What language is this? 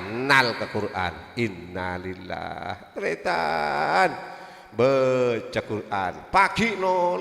Madurese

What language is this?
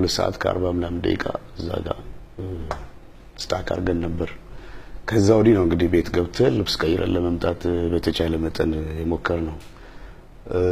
Amharic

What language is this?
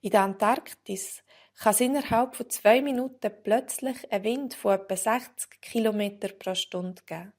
Swiss German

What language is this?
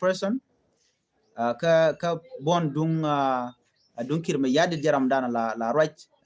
Nuer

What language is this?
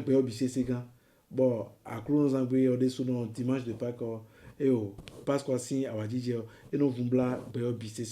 Fon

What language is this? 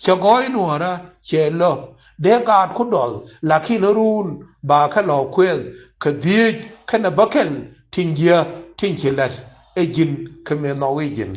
Nuer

